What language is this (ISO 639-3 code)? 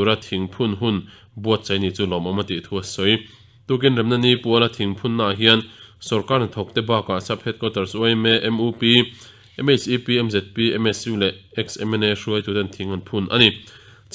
lus